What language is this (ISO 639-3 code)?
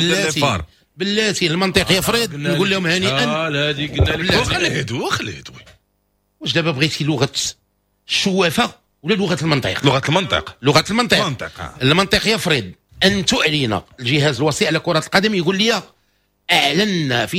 ary